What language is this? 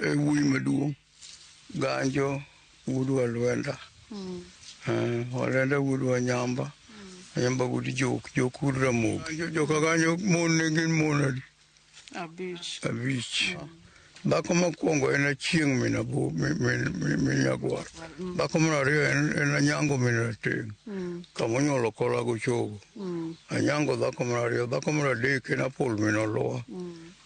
Luo (Kenya and Tanzania)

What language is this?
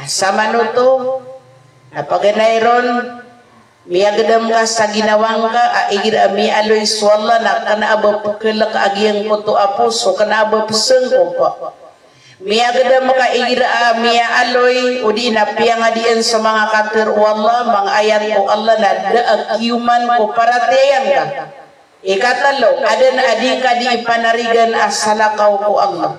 Maranao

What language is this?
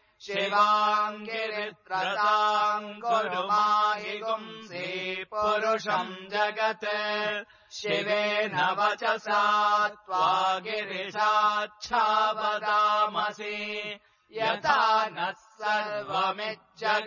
Sanskrit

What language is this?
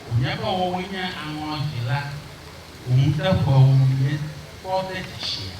Ewe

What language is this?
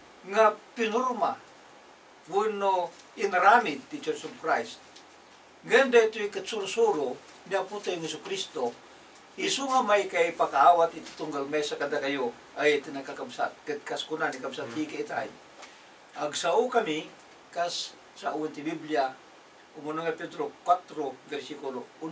Iloko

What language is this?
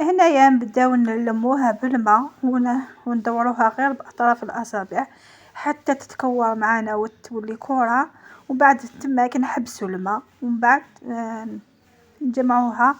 Algerian Arabic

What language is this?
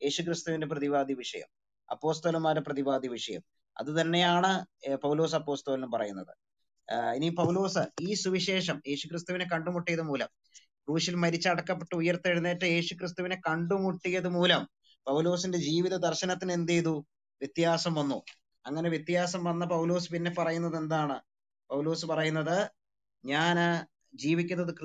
Malayalam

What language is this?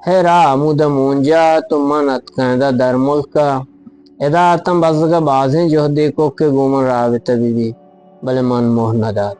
Eastern Balochi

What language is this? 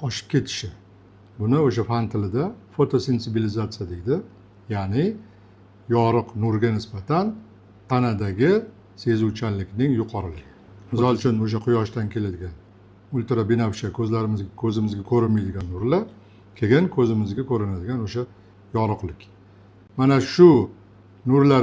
Uzbek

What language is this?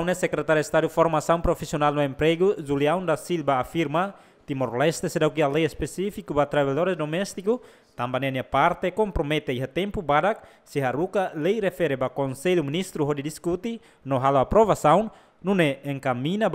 Tetum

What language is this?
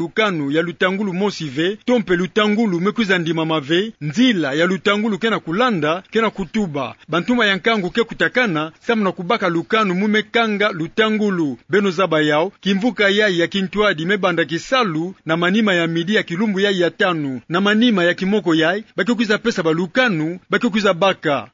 Kituba (Democratic Republic of Congo)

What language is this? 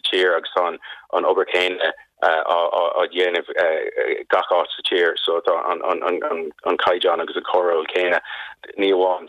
Irish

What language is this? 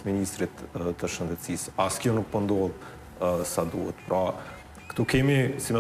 Albanian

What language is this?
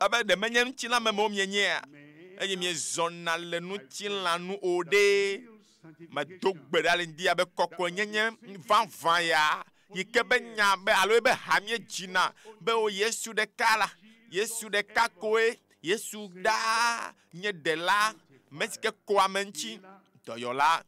Ewe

